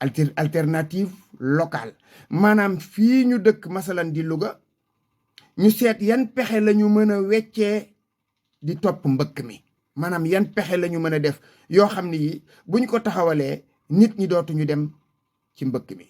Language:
Wolof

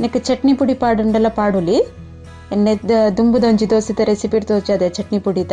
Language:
Tulu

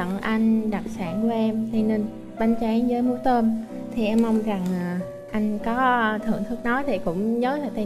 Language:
Vietnamese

